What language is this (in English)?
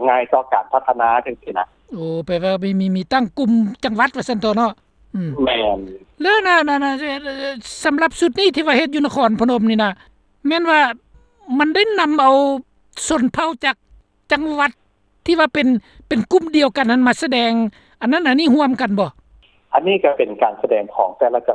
Lao